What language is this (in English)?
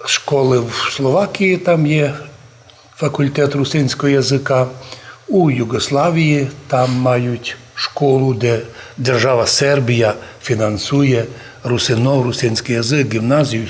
Rusyn